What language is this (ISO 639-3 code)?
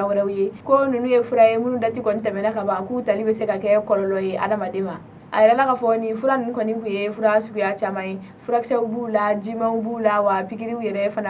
bam